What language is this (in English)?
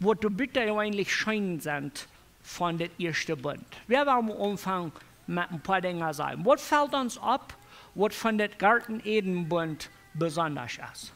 Plautdietsch